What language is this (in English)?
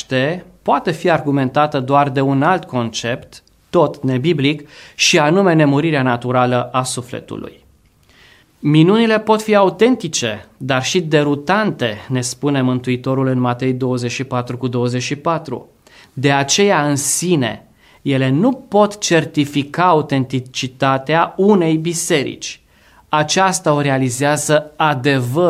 Romanian